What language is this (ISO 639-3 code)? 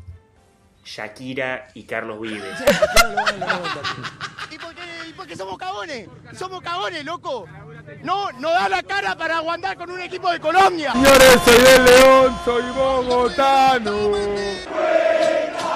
spa